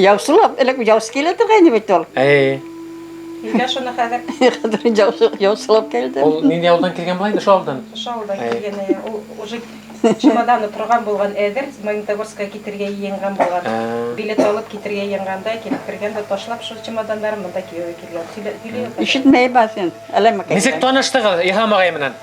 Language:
Bashkir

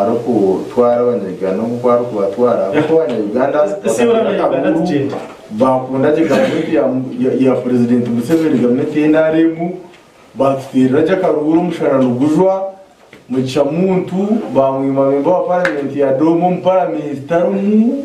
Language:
Nyankole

